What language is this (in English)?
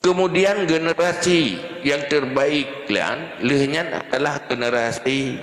Achinese